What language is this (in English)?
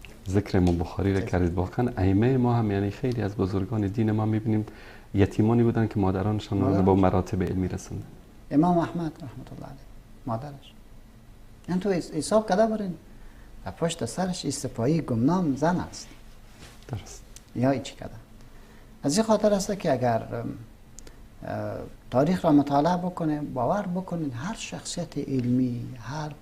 Persian